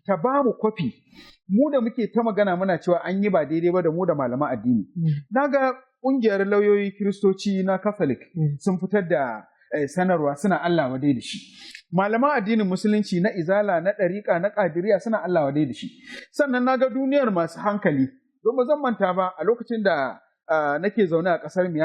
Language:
Hausa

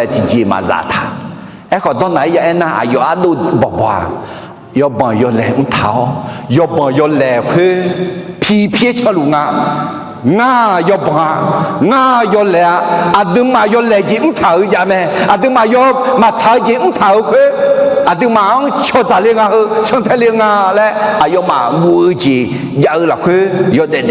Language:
Akha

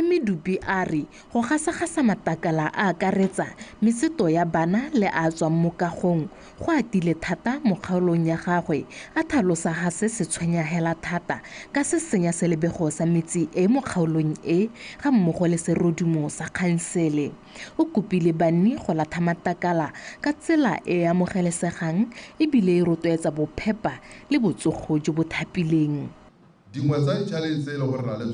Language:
Tswana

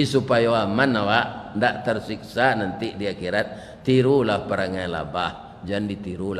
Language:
Minangkabau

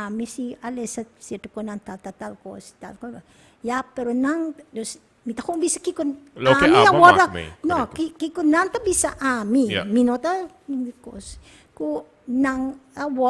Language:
Papiamento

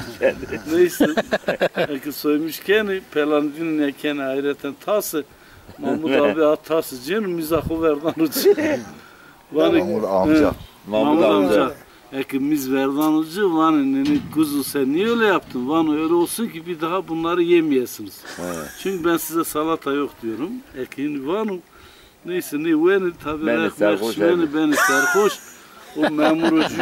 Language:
Zaza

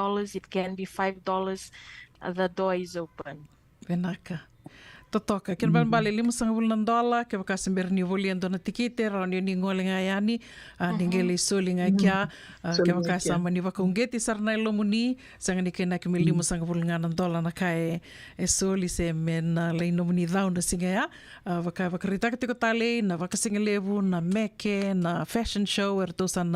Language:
Fijian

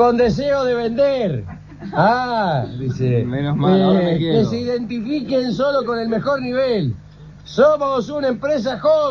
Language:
Spanish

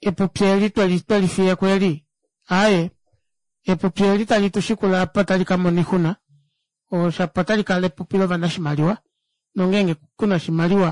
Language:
Kuanyama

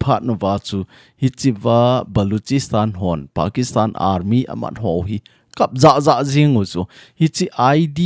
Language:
Thado Chin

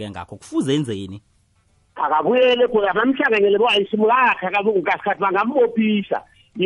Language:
South Ndebele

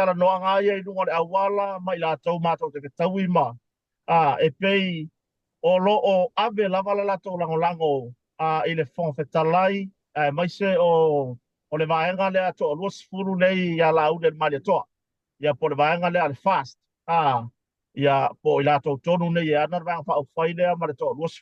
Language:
Samoan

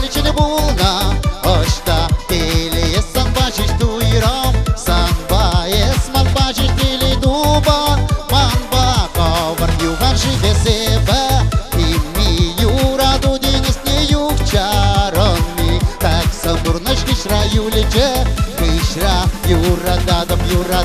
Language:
Chuvash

